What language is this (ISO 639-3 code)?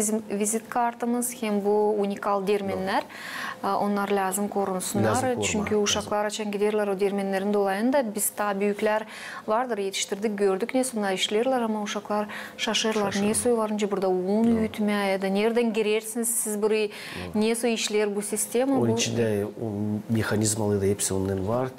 gag